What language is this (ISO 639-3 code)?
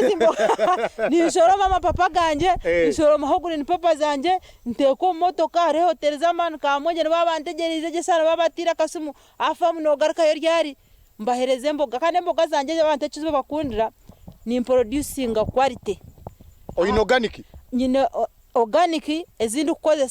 nyn